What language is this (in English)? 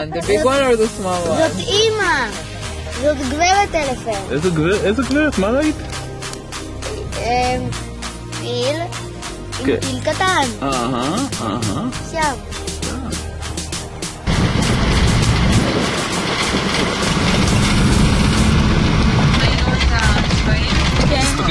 Hebrew